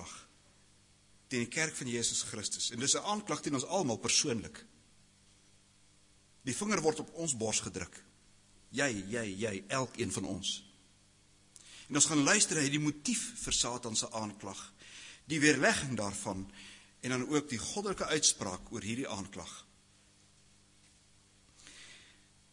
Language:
Afrikaans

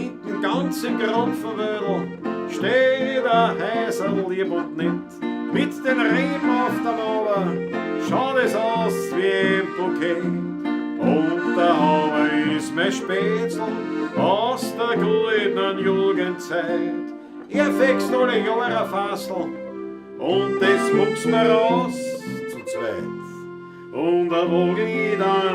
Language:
Bavarian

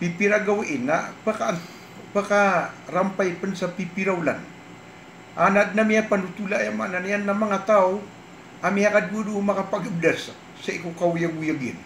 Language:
Maranao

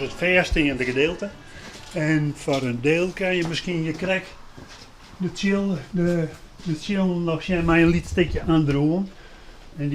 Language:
Western Frisian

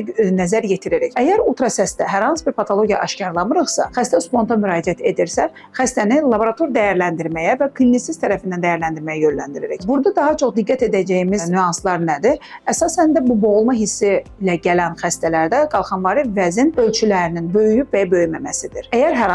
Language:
Azerbaijani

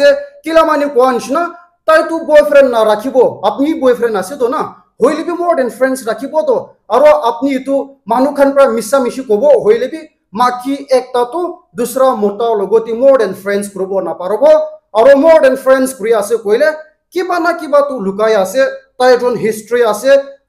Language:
Naga Pidgin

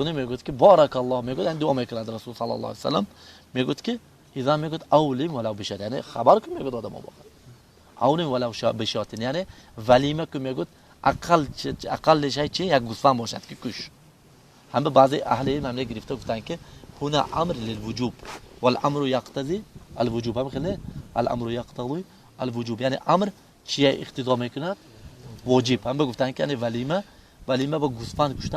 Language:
Tajik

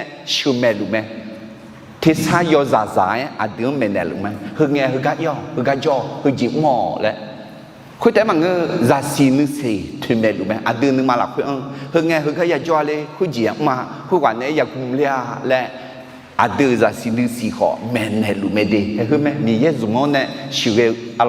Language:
Akha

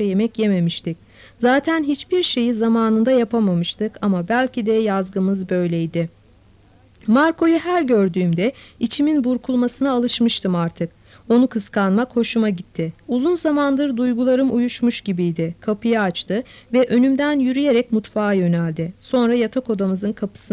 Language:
Turkish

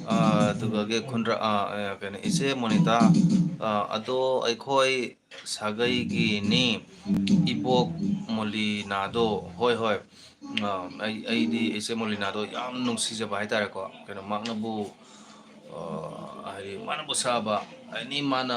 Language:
Manipuri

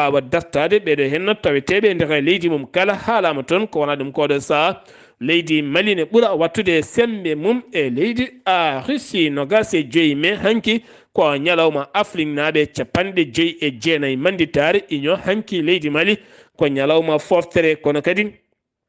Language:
Fula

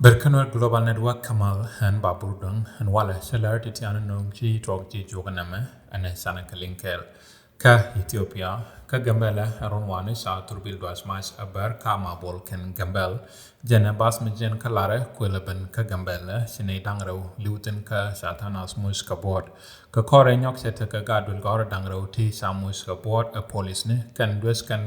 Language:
Nuer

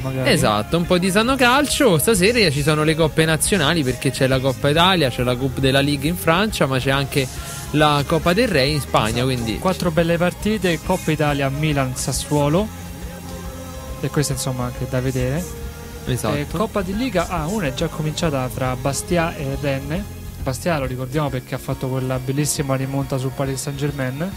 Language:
Italian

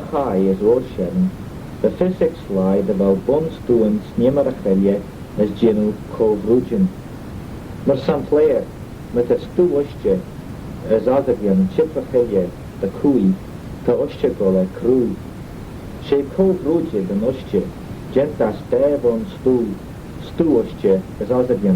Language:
Manx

